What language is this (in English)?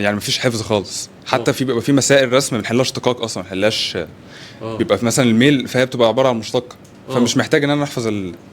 Egyptian Arabic